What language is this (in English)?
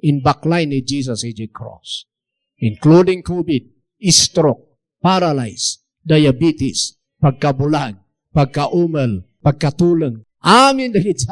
Iloko